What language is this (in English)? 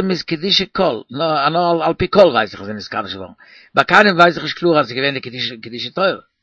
Yiddish